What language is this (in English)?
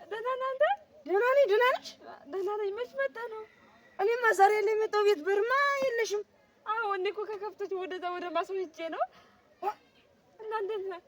Amharic